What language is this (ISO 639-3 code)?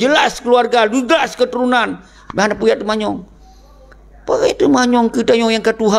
ace